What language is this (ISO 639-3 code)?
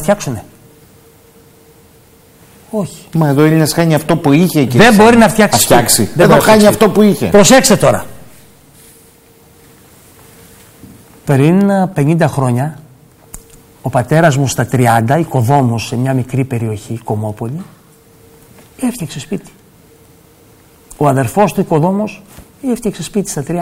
ell